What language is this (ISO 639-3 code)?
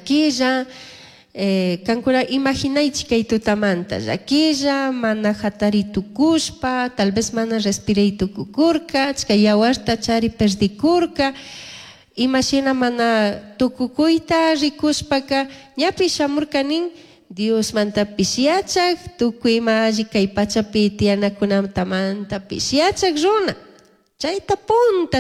qug